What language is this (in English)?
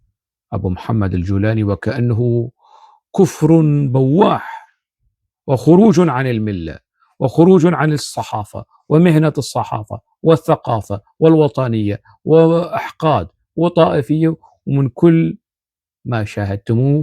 North Levantine Arabic